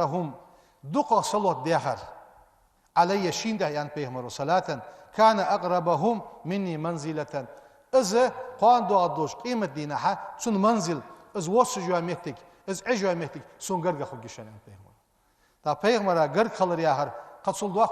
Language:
Ingush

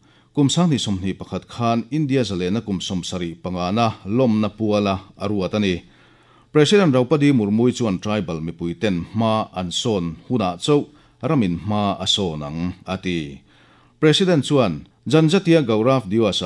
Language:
Mizo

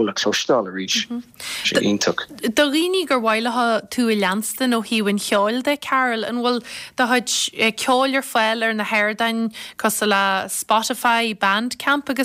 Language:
Irish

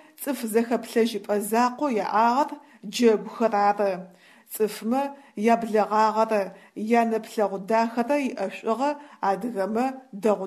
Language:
Adyghe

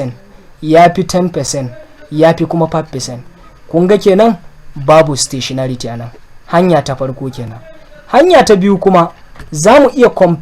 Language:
Hausa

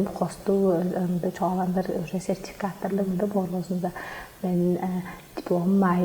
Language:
Tuvinian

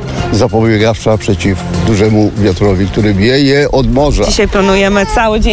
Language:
Polish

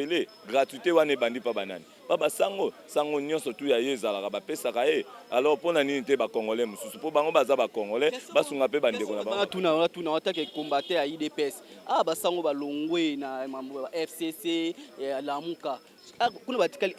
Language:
Lingala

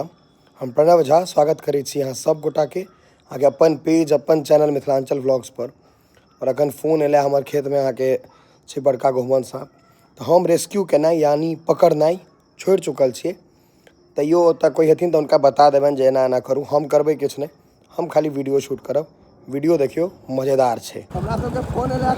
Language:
Maithili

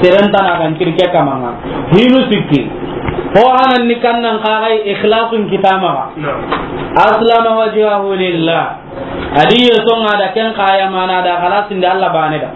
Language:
Soninke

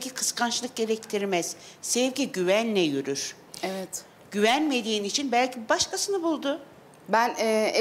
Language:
Turkish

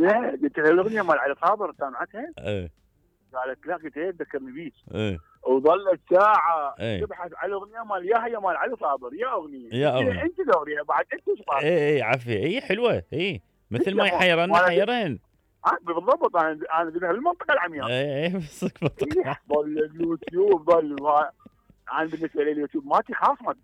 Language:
Mesopotamian Arabic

